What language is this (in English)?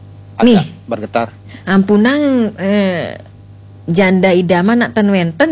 Balinese